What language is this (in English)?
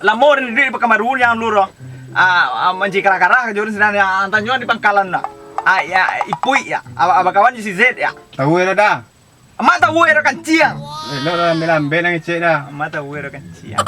Minangkabau